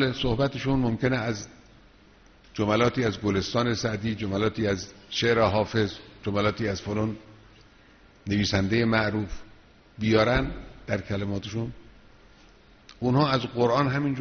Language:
Persian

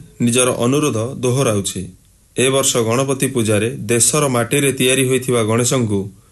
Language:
Odia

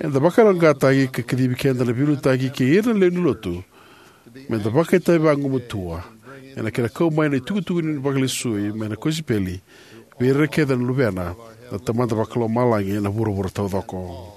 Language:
Fijian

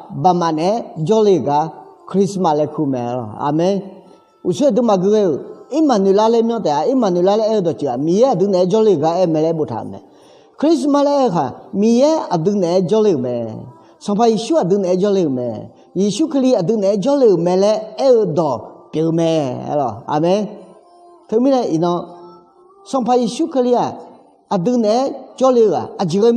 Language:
Akha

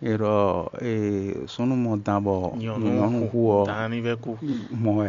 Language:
Fon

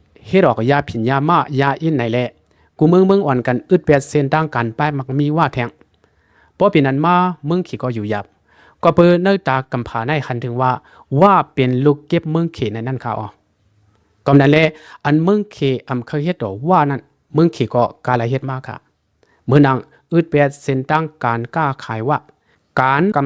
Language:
Shan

